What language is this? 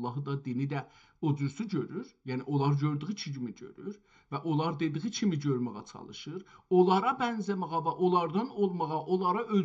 South Azerbaijani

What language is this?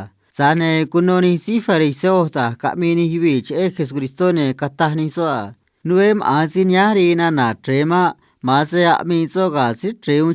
Copala Triqui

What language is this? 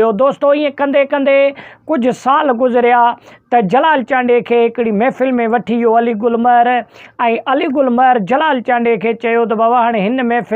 Sindhi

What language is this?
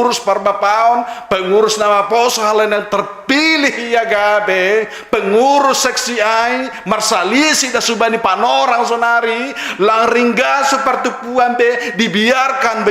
Batak Simalungun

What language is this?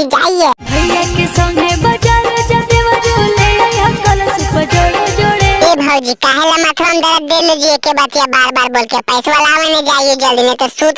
Magahi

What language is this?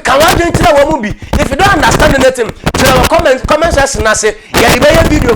Akan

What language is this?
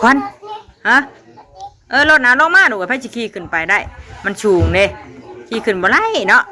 Northeastern Thai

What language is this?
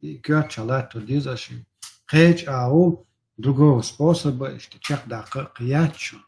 Chechen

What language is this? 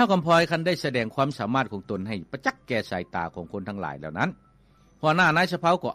Lao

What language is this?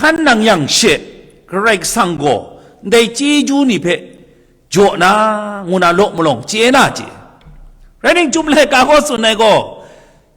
Kachin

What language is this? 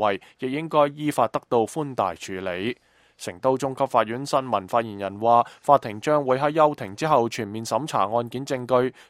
Cantonese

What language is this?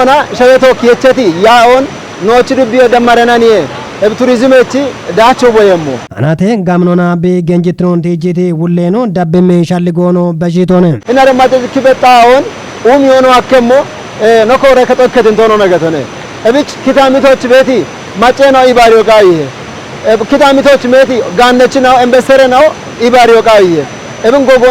Kafa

